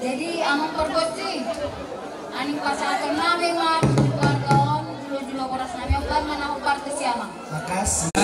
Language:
Batak Toba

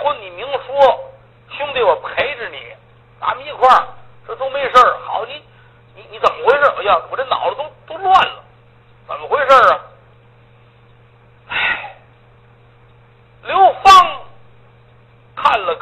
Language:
Chinese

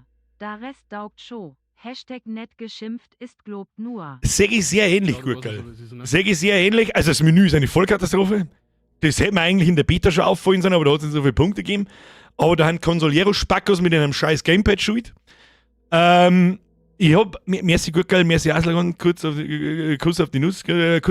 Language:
Bavarian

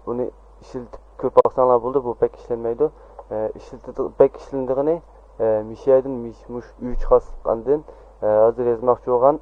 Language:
Uyghur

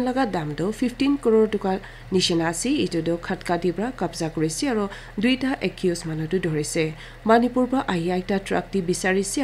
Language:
Naga Pidgin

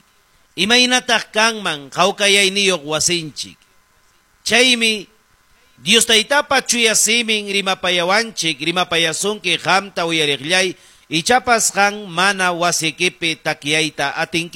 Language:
Ayacucho Quechua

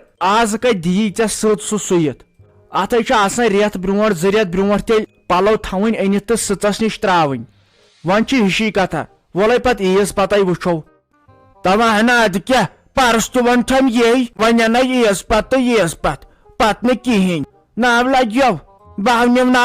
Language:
Kashmiri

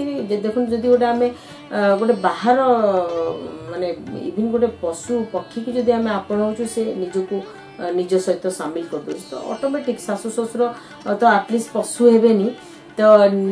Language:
Odia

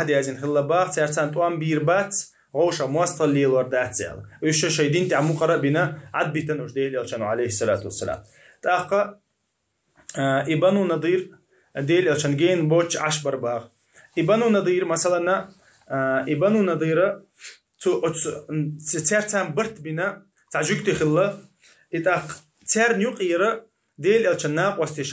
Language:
Chechen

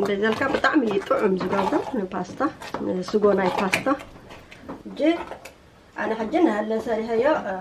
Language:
Tigrinya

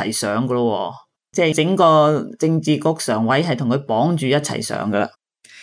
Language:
Cantonese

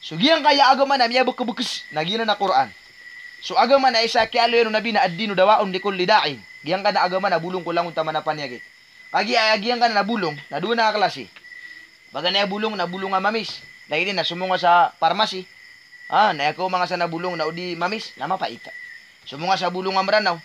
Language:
Maranao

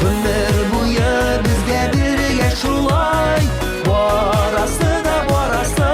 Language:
Tatar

